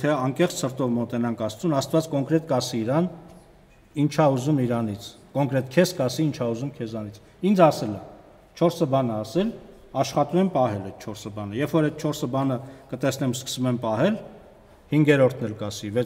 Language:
Armenian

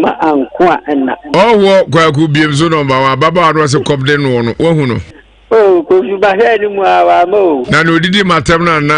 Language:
Akan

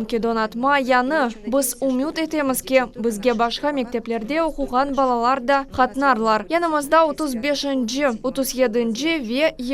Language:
Crimean Tatar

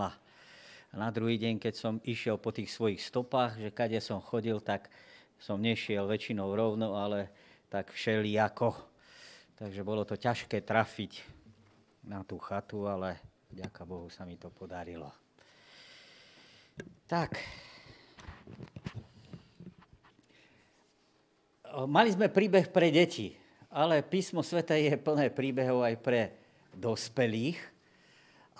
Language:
Slovak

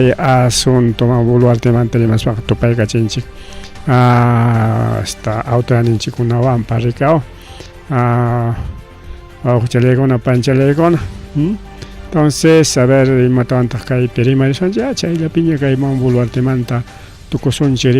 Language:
Ayacucho Quechua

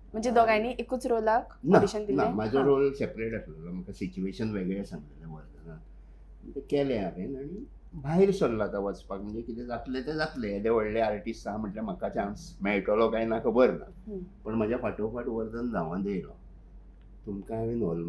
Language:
Konkani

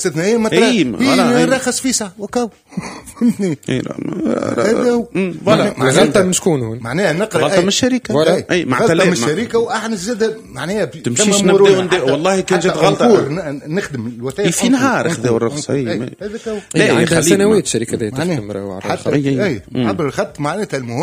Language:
Tunisian Arabic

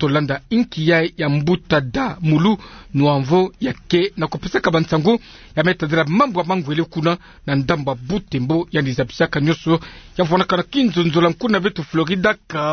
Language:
Kituba (Democratic Republic of Congo)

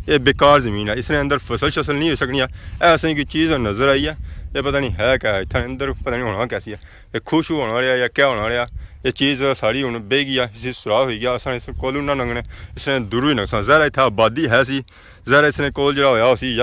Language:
Pahari-Potwari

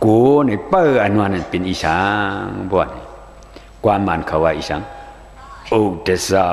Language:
Shan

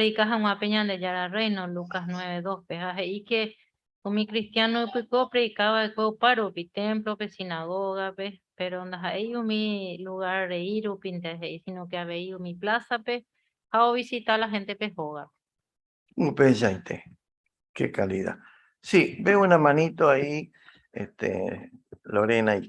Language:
Guarani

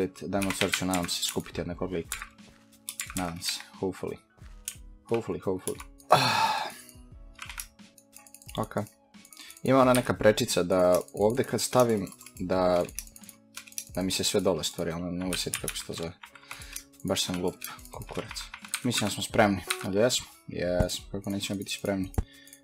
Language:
Croatian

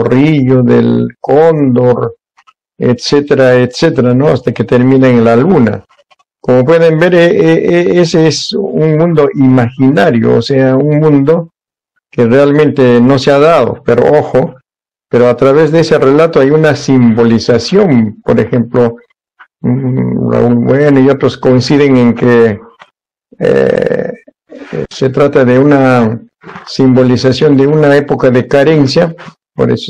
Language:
Spanish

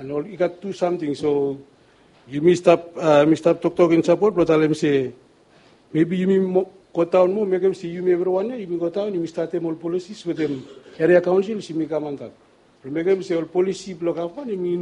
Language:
Bislama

